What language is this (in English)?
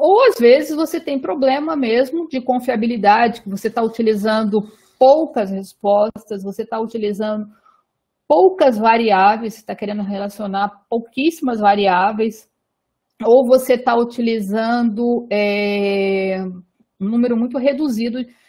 Portuguese